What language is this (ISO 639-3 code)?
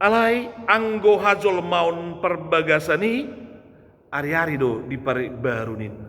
bbc